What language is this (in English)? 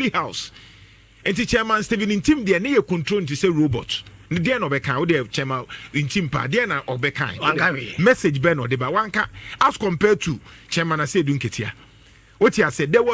Akan